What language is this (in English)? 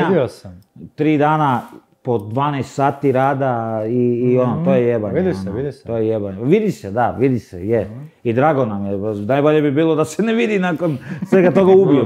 Croatian